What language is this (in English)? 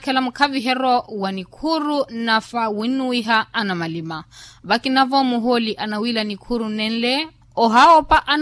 Makhuwa